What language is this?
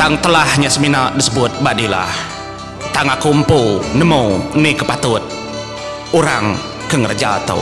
Iban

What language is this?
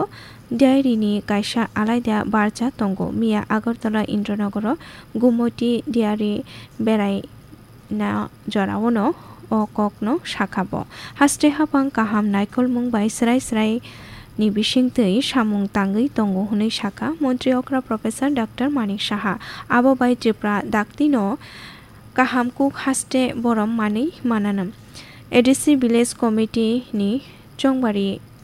Kok Borok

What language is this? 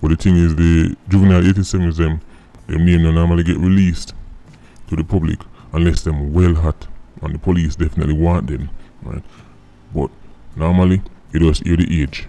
Jamaican Creole English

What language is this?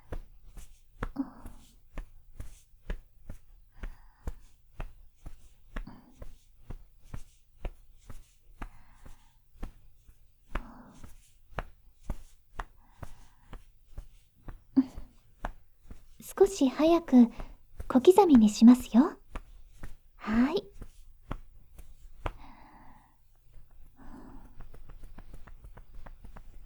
Japanese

